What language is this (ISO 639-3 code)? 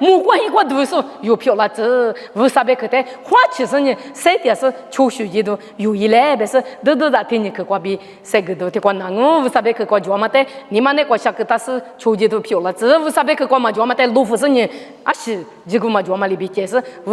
lis